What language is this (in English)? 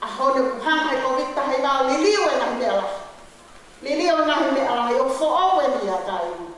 Tongan